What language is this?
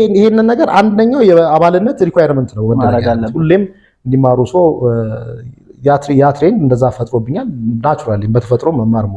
Amharic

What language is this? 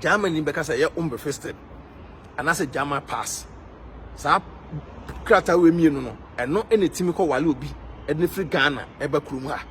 Akan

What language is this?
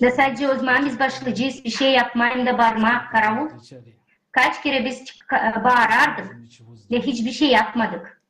Gagauz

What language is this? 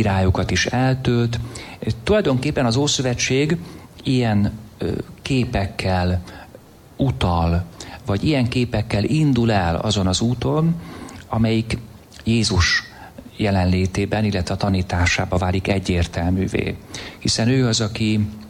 Hungarian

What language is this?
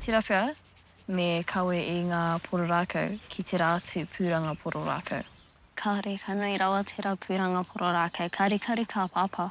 Māori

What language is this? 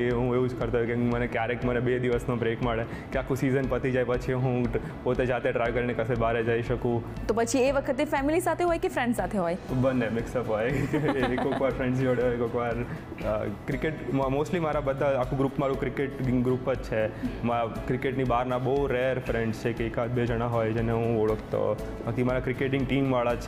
Gujarati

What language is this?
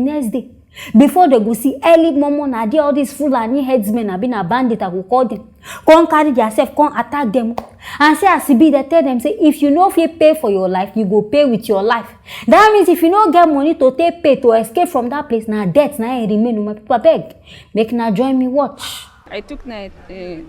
Nigerian Pidgin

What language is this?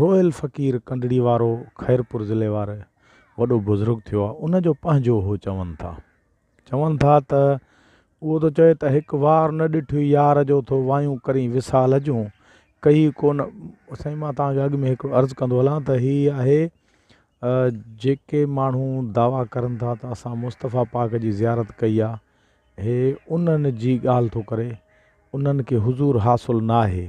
Sindhi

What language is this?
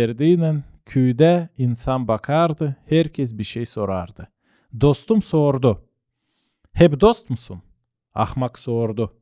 Gagauz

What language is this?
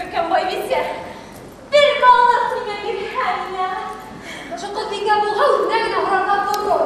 Bashkir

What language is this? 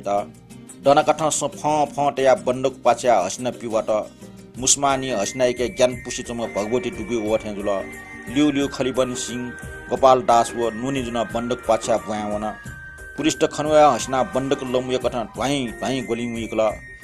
Newari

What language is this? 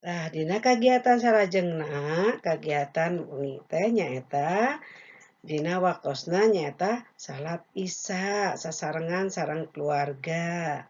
Sundanese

